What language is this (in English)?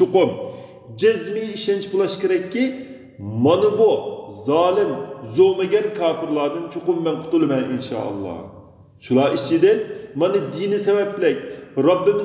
Uyghur